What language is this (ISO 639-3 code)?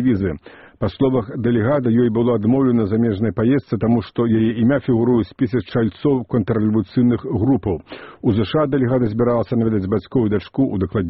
bel